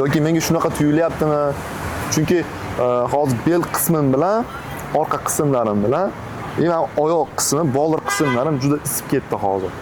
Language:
Uzbek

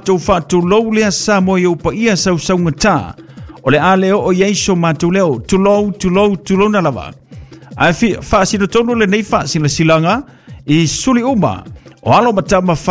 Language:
Samoan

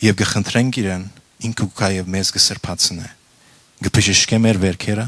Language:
Western Armenian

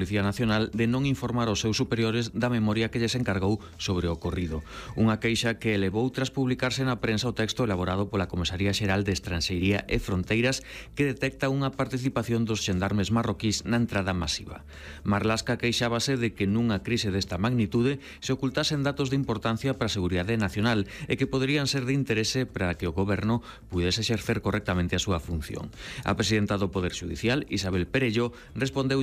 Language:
Galician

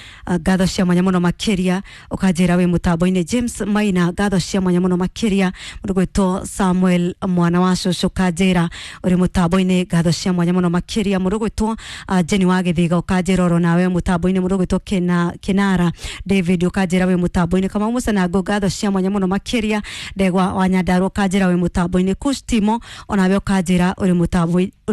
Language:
Kikuyu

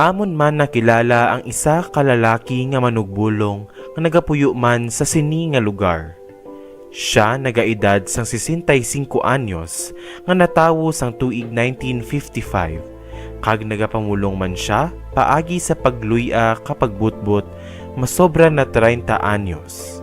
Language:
Hiligaynon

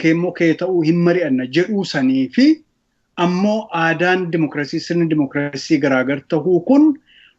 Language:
Oromo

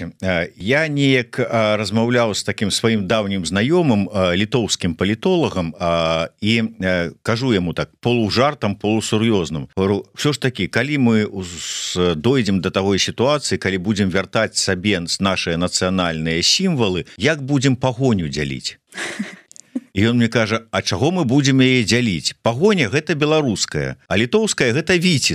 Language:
Belarusian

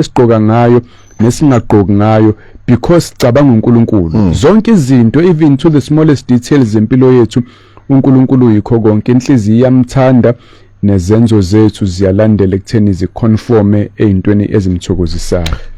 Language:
Zulu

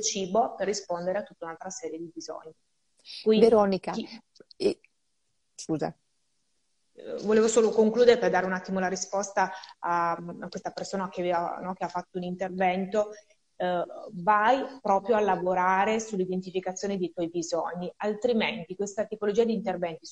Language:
Italian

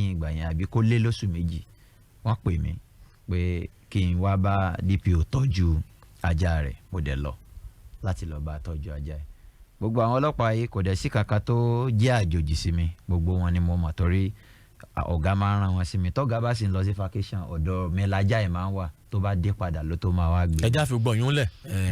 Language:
Yoruba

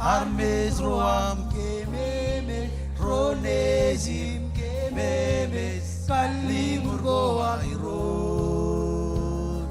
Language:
Marshallese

